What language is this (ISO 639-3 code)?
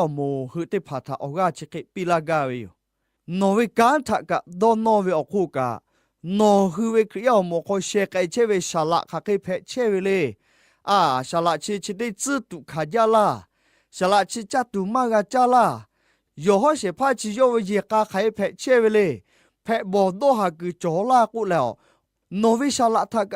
lhu